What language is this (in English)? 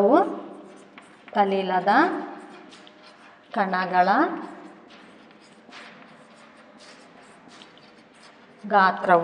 Kannada